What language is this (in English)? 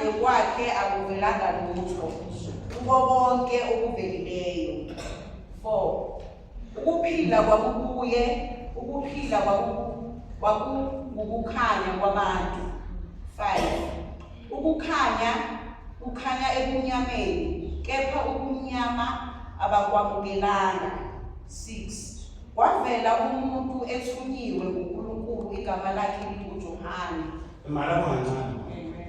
Zulu